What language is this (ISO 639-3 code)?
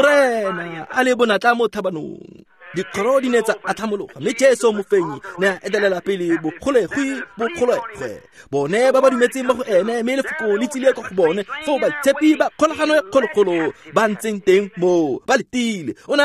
tsn